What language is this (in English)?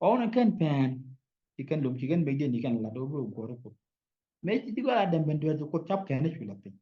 Nuer